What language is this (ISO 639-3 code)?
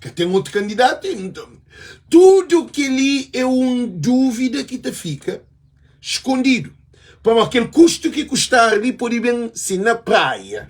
kea